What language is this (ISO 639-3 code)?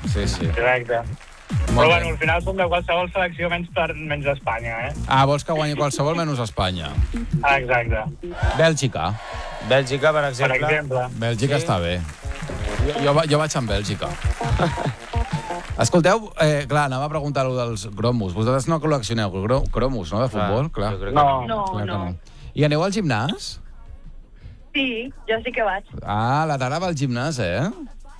cat